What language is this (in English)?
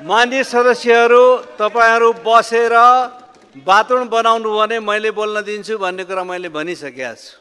Nepali